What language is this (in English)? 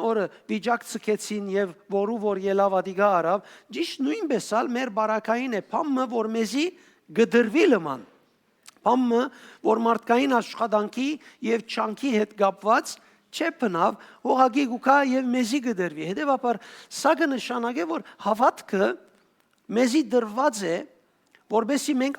Western Armenian